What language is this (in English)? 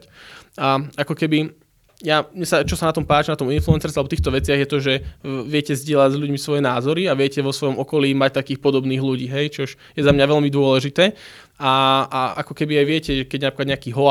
Slovak